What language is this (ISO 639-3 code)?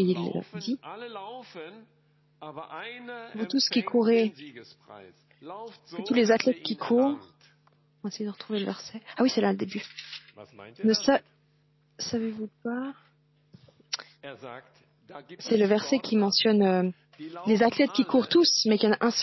fra